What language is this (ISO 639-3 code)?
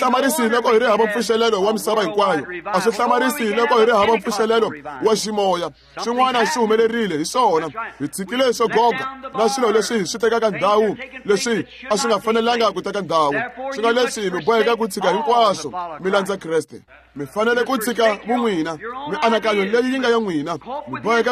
tso